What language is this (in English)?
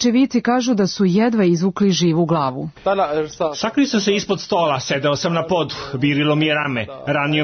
Serbian